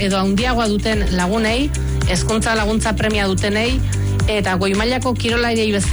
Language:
Basque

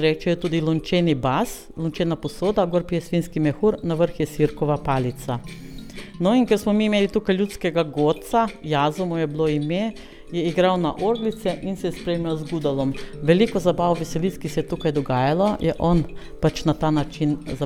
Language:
Slovenian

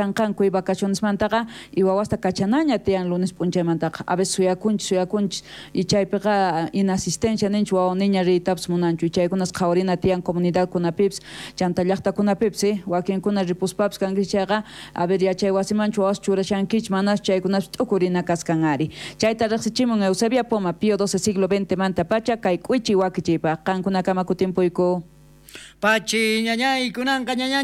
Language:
South Bolivian Quechua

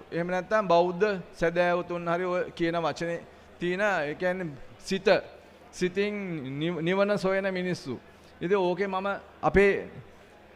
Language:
Sinhala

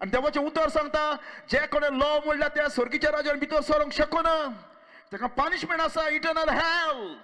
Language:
Konkani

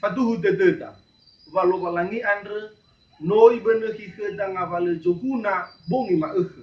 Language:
Nias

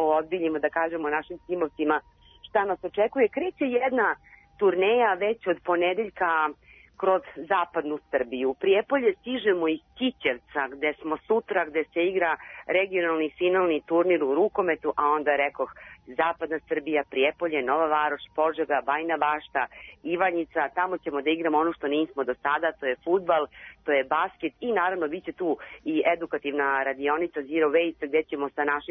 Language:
Serbian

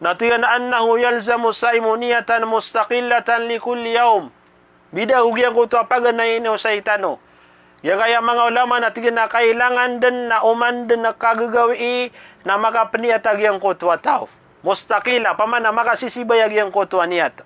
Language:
Maranao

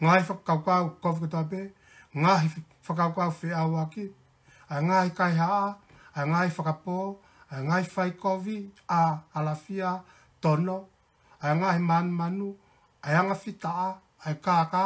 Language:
Tongan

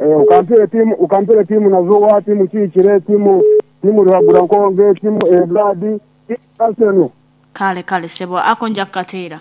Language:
Nyankole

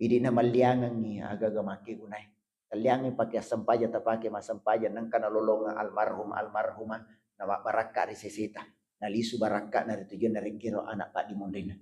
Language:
Buginese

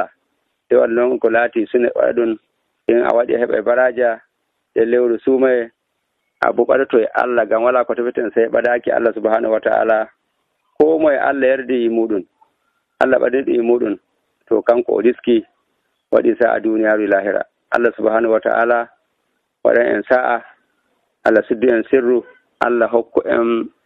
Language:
Nigerian Fulfulde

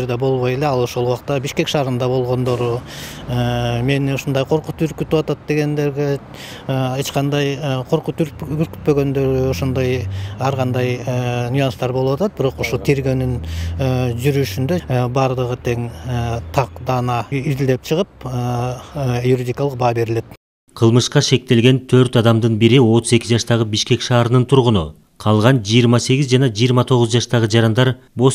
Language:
Kyrgyz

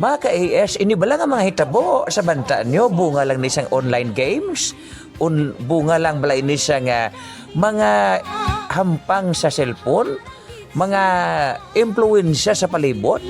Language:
Hiligaynon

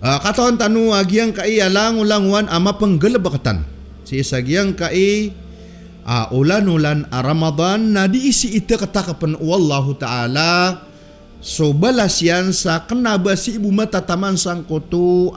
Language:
Maranao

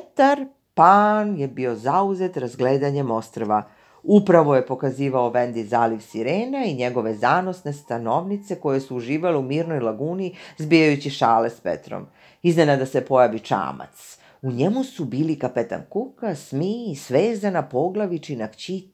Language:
Serbian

